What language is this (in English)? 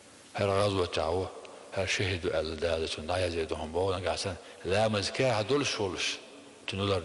Chechen